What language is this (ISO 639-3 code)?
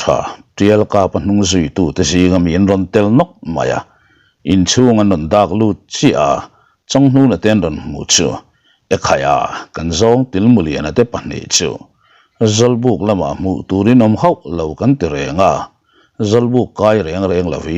lus